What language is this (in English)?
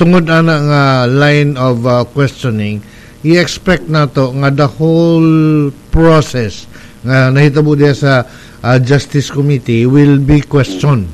Cebuano